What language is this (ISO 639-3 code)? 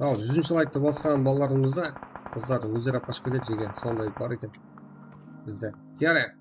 kaa